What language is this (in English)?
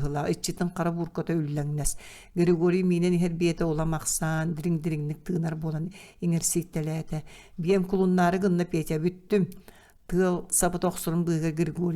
Yakut